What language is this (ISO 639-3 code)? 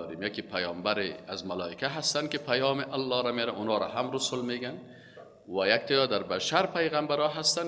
fas